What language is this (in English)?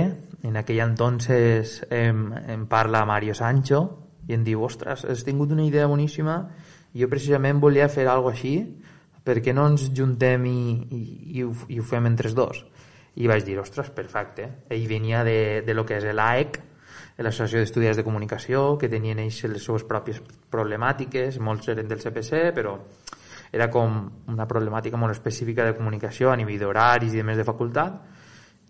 Catalan